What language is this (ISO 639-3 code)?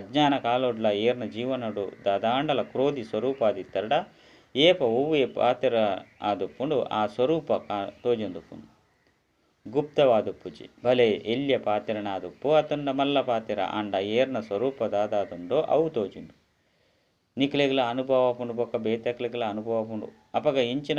tcy